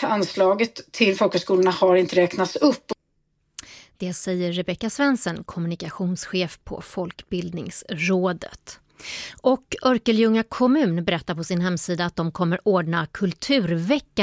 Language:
Swedish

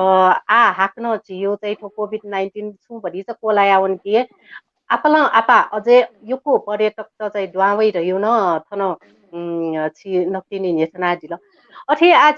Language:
Newari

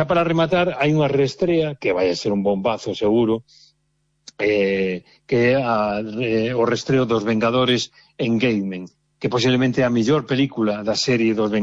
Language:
Galician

